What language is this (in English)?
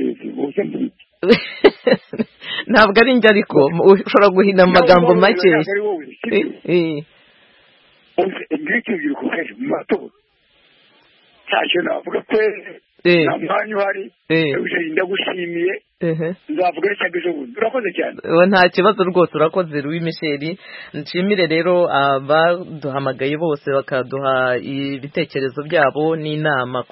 Kinyarwanda